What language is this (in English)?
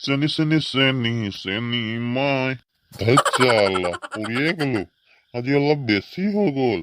Assamese